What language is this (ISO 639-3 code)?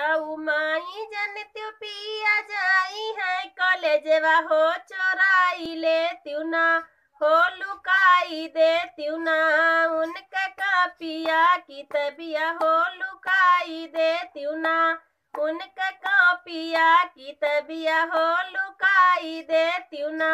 bho